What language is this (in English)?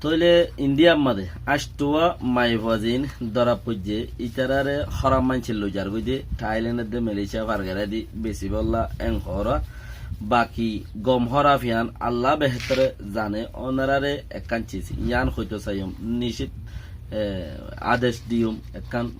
Rohingya